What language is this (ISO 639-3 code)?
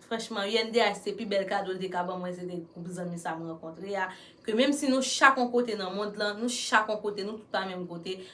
hat